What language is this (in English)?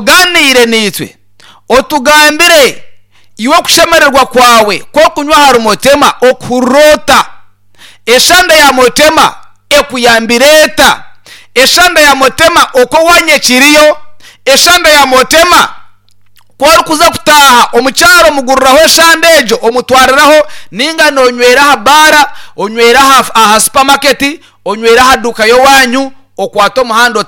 Nyankole